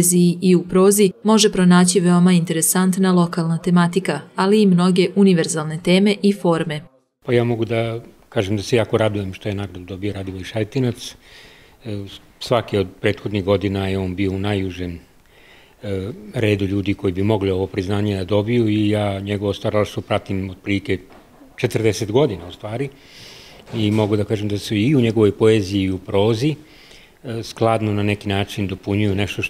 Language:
Serbian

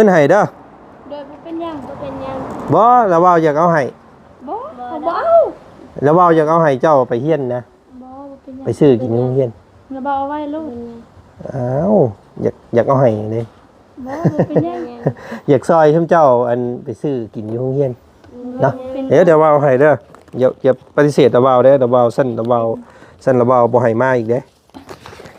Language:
Lao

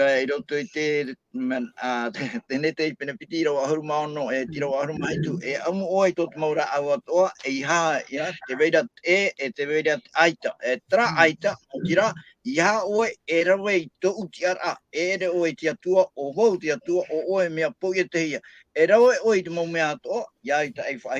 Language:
Tahitian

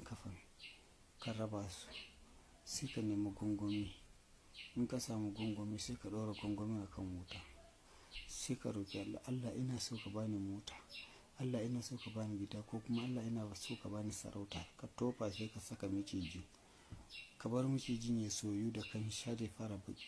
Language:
Hausa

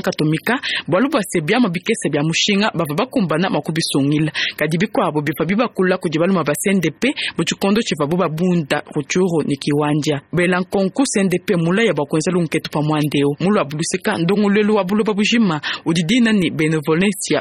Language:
Luba-Lulua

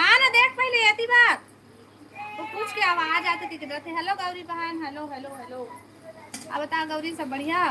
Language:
Chhattisgarhi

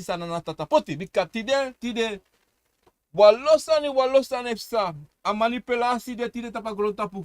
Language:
Sranan Tongo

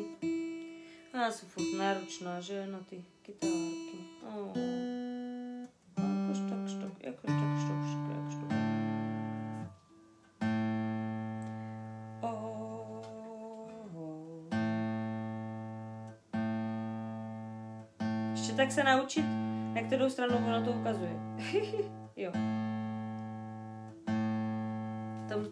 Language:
Czech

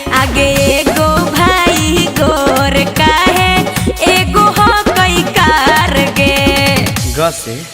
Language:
Magahi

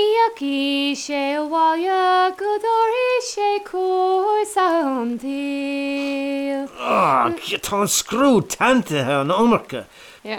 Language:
Irish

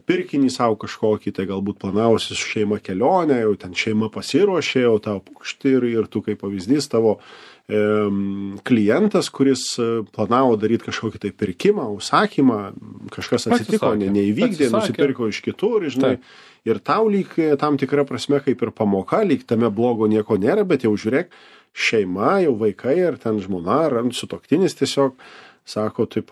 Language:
Lithuanian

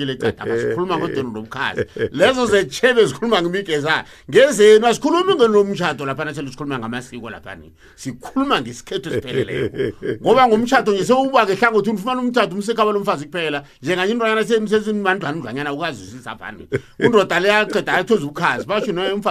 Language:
South Ndebele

